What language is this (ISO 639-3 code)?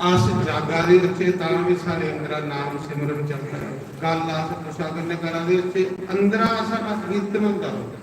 doi